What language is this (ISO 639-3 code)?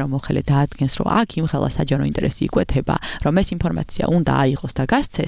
kat